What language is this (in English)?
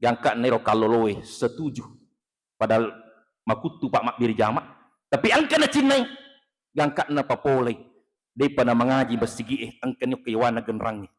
Buginese